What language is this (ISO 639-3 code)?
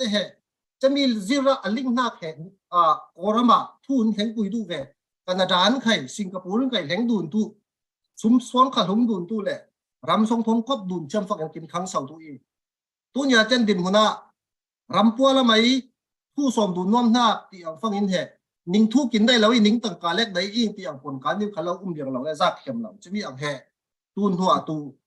cfm